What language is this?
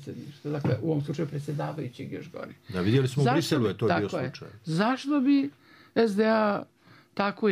Bosnian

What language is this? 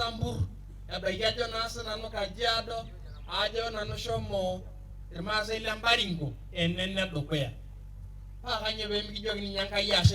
Masai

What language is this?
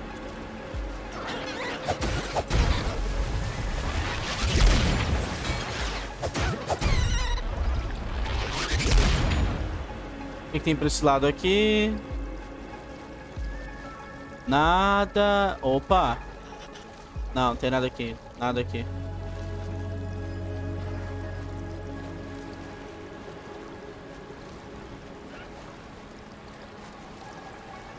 Portuguese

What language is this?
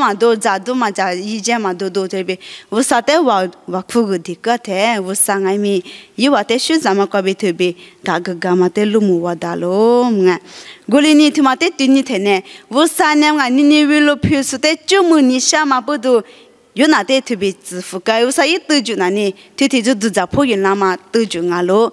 Lisu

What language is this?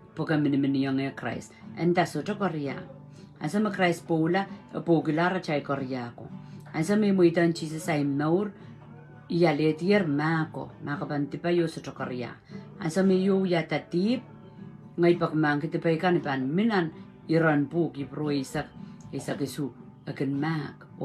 Pohnpeian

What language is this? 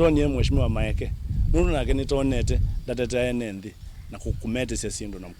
Kamba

